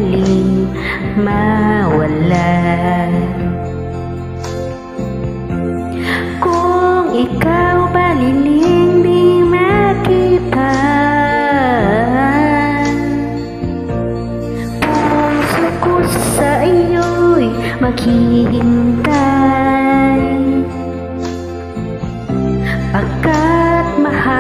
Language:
Filipino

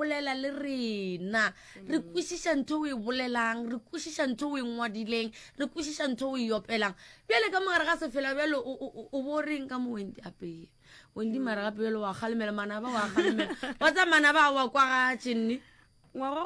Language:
Northern Sotho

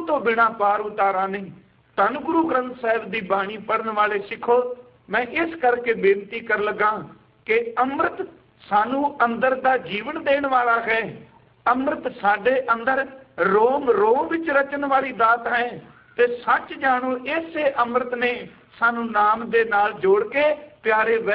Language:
Punjabi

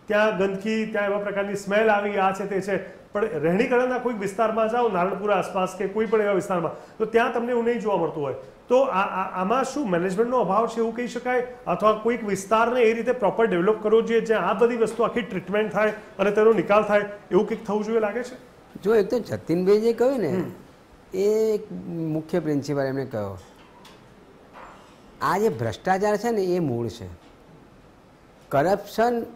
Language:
Gujarati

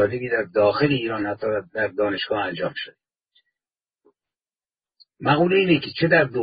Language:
Persian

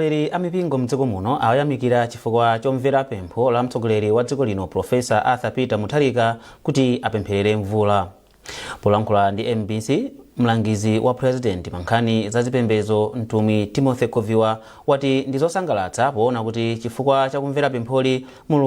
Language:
Nyanja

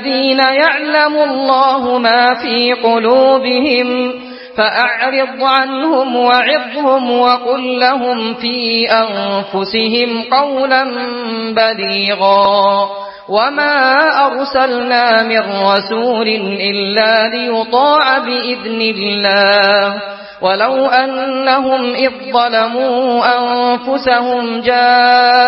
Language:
Arabic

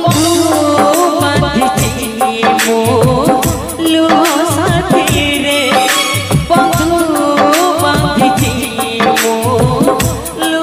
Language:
Odia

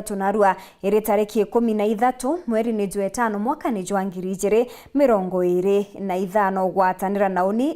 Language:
Meru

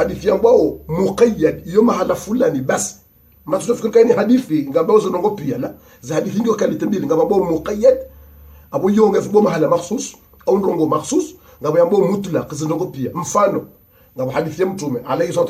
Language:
Ngazidja Comorian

